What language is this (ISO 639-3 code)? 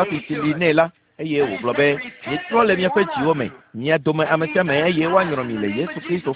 ewe